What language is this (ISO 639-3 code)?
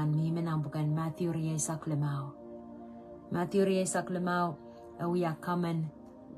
pon